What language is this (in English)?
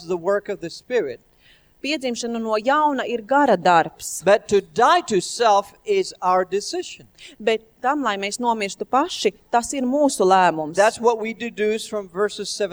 Latvian